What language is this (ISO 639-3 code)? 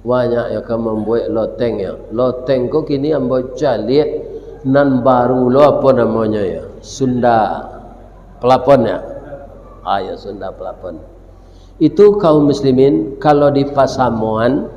min